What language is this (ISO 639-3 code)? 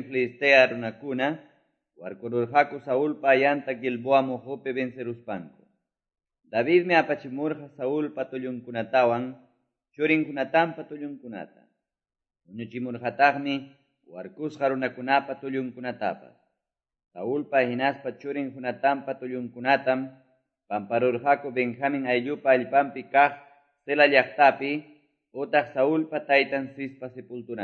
que